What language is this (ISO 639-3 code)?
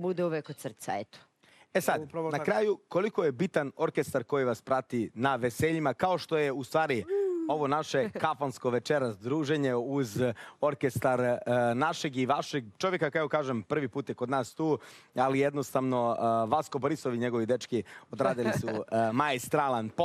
srp